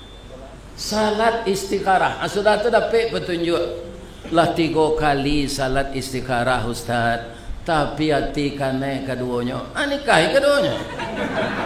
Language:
Minangkabau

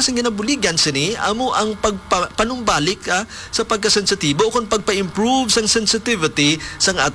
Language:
Hiligaynon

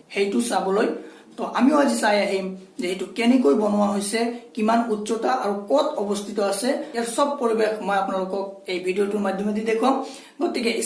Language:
Assamese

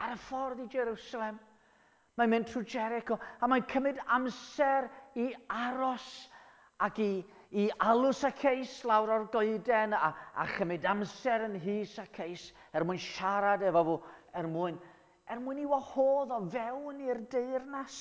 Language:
Welsh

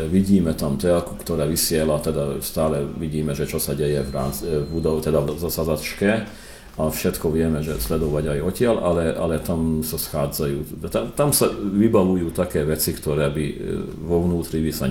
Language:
Slovak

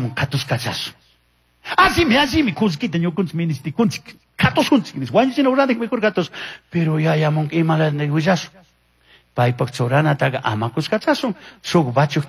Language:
Chimborazo Highland Quichua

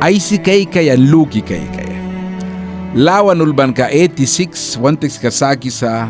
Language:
Mískito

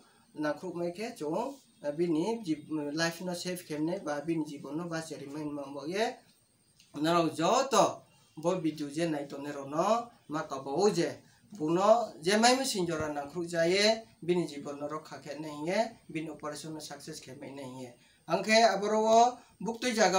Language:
Riang (India)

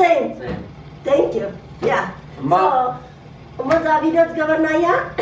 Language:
Tigrinya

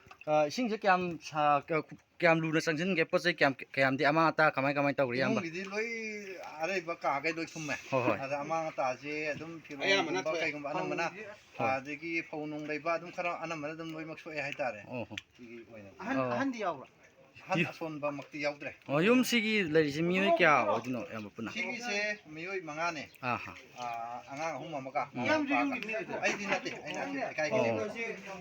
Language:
Manipuri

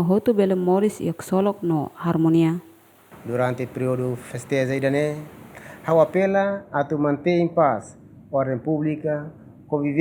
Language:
Tetum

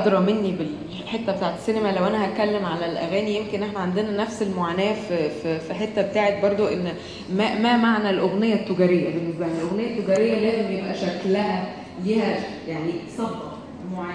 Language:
Egyptian Arabic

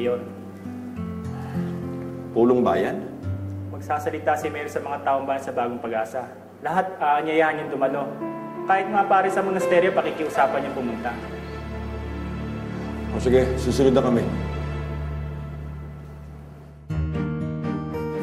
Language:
Filipino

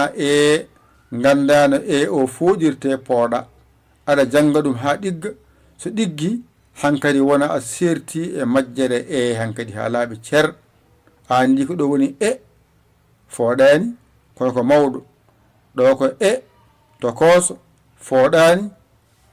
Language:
Fula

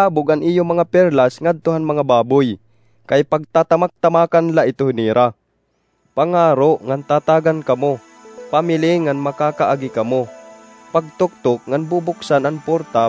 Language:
Waray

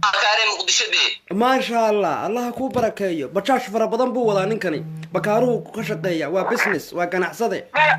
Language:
Somali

